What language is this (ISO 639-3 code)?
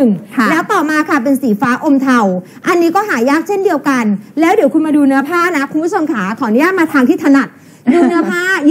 tha